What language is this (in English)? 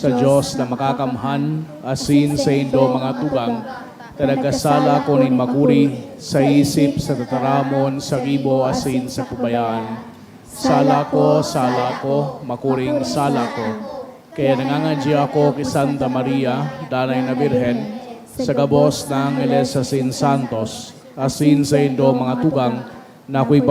Bikol